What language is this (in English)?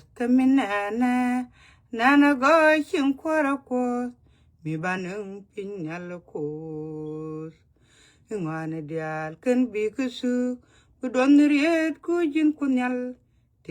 Nuer